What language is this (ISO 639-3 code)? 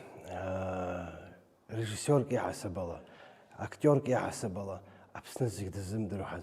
abk